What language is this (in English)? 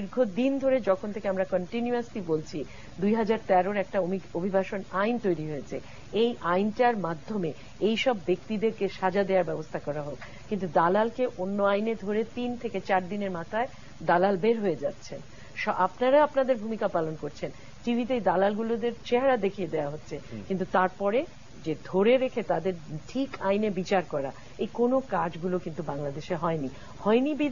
Bangla